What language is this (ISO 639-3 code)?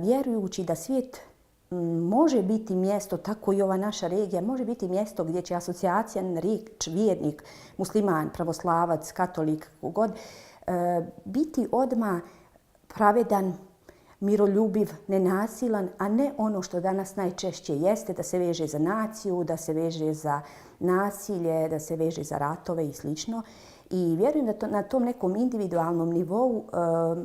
bos